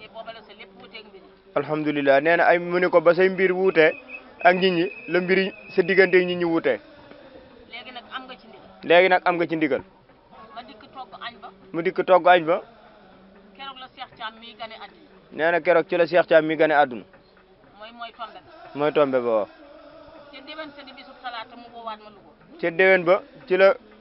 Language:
Wolof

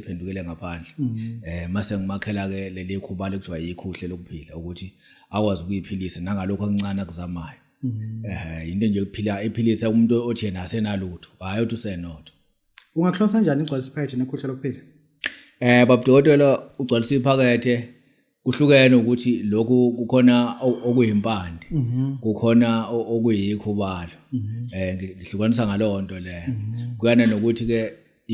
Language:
Zulu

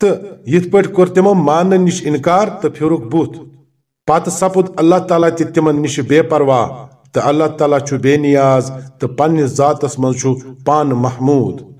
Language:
Kashmiri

